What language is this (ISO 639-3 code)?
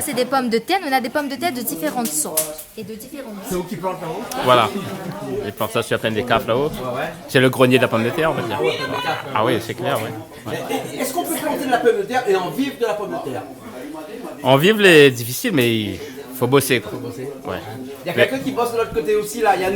rcf